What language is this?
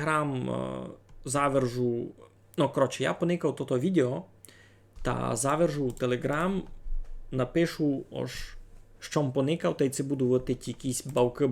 Rusyn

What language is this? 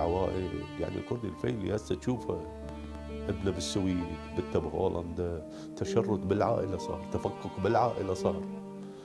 Mesopotamian Arabic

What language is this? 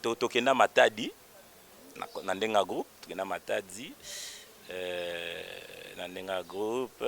Lingala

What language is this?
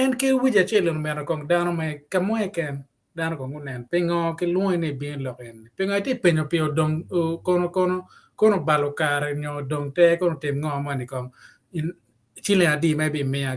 Acoli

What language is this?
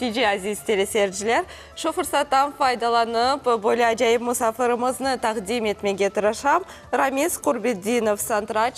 Crimean Tatar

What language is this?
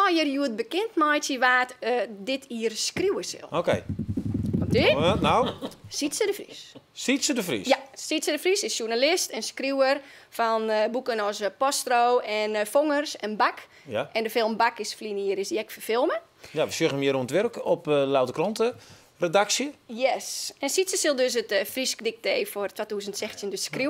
Western Frisian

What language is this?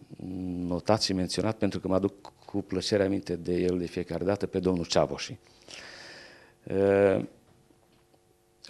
Romanian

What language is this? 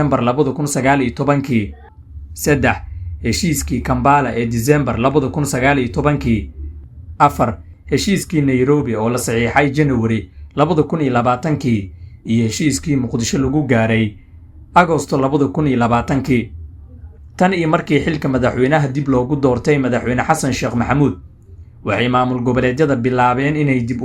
Somali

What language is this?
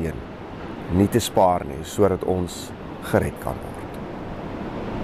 Afrikaans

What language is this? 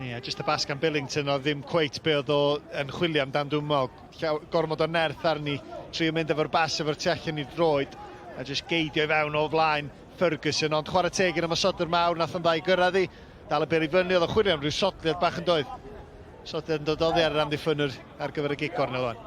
Welsh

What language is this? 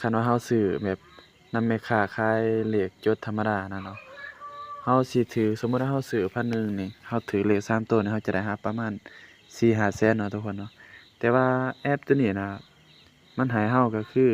Lao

